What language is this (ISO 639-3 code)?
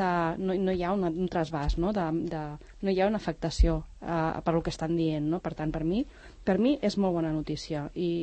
cat